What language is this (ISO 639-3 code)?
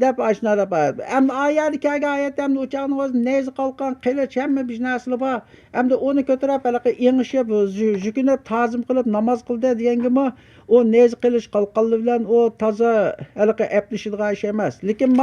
uig